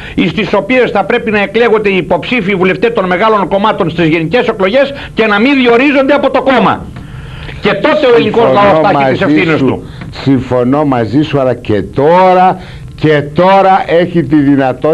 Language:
Greek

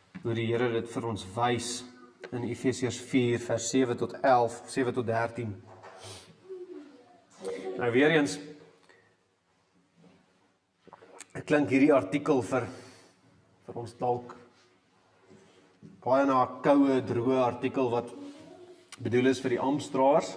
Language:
Afrikaans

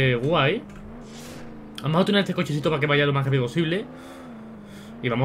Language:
Spanish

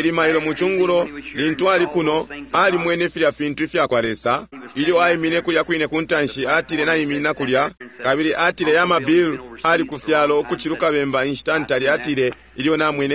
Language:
Bemba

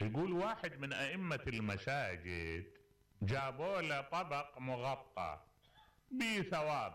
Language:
Mesopotamian Arabic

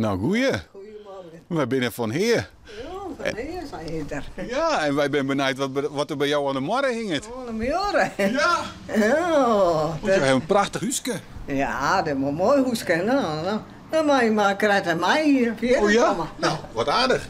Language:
Western Frisian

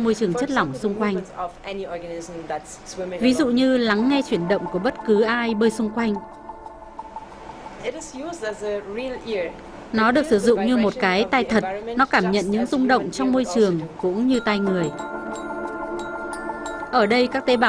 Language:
Vietnamese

